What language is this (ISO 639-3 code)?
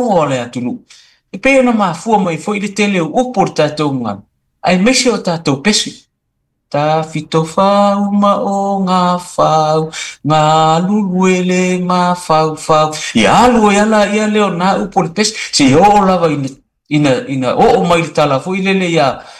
smo